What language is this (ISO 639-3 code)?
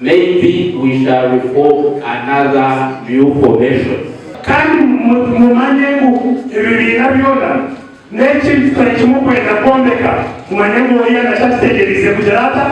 nyn